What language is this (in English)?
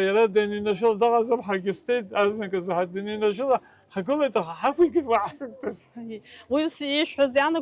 Abkhazian